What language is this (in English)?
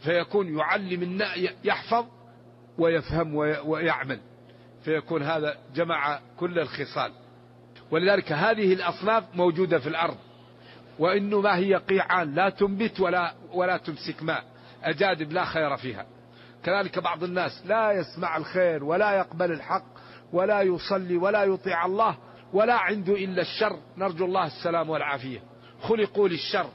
Najdi Arabic